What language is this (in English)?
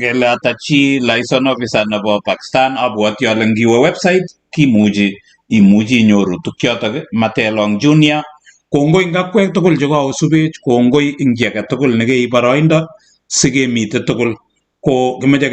Kalenjin